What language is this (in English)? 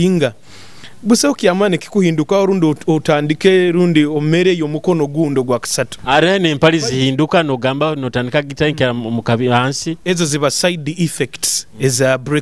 Nyoro